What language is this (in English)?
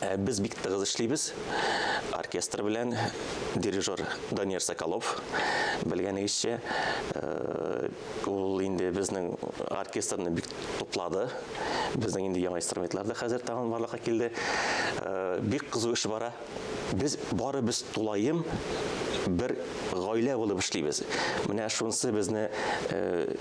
Tatar